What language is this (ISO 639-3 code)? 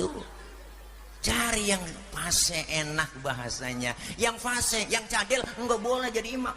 bew